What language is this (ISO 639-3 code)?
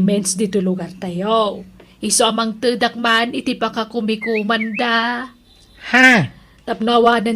ilo